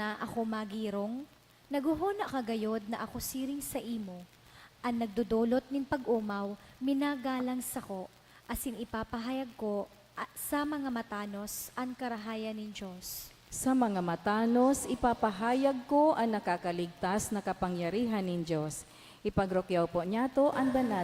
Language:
Bikol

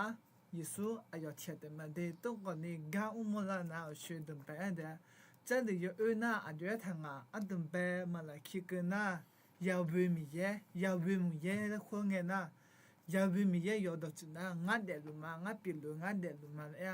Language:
Akha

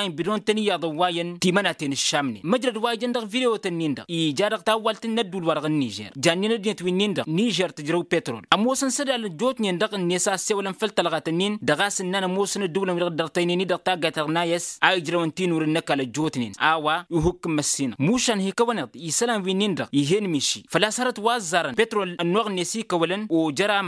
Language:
Tamasheq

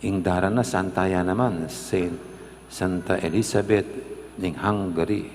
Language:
Pampanga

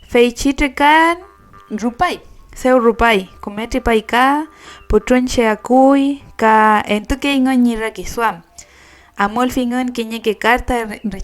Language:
Mapuche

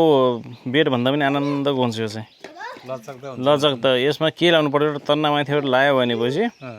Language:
Nepali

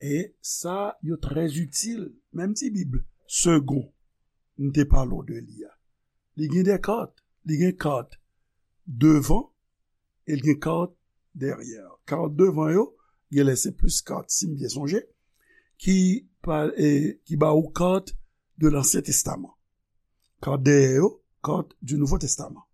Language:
Haitian Creole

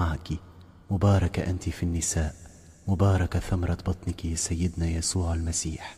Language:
Arabic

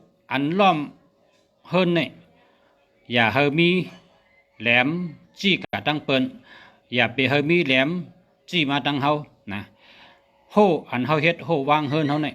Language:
Shan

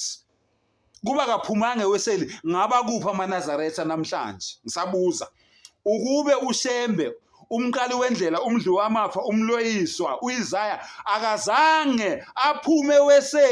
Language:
Zulu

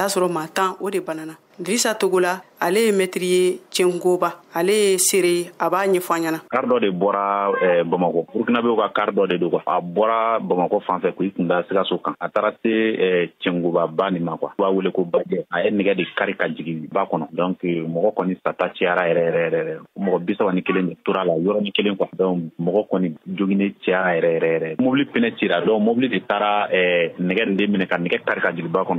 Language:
Bambara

